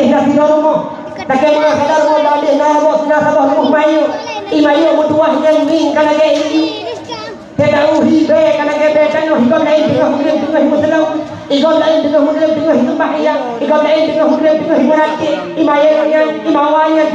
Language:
Achinese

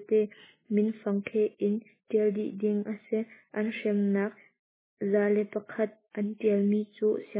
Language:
Hakha Chin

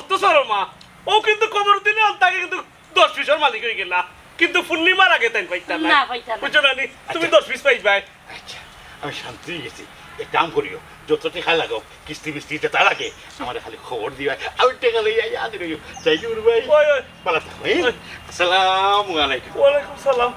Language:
Sylheti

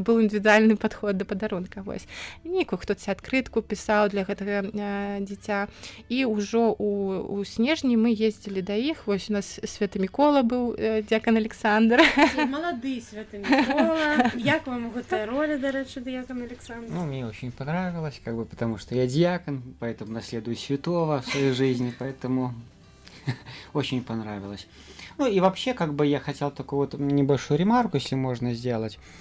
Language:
Belarusian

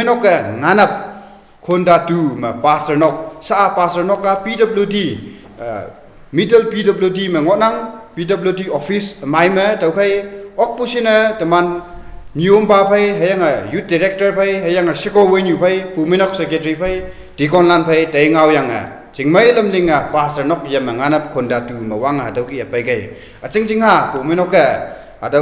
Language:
Konyak Naga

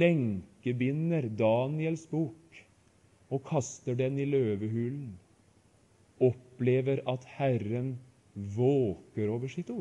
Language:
Norwegian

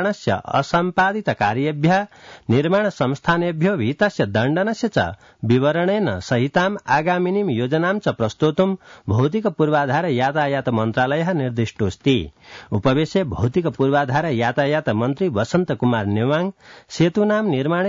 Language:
Sanskrit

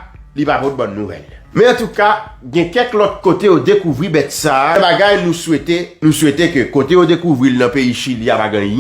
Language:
Haitian Creole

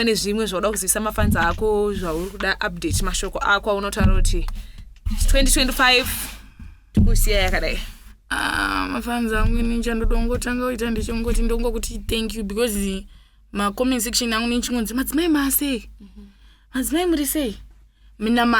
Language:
Shona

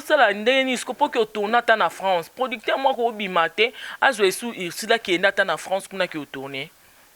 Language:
Lingala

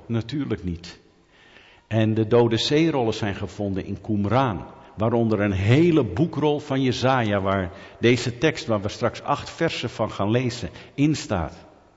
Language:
Dutch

